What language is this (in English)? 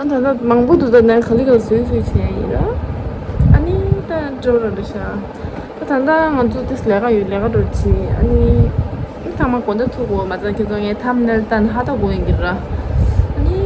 Tibetan